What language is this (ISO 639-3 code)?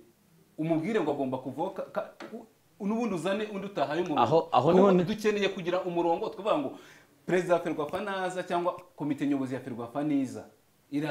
kin